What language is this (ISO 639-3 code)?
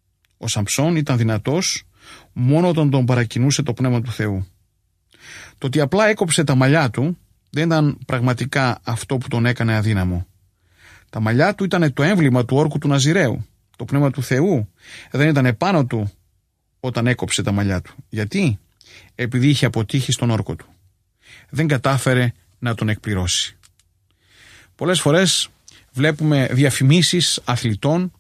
ell